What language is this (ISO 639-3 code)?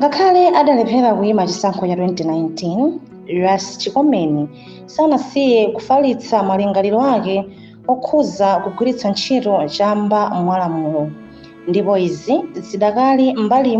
nya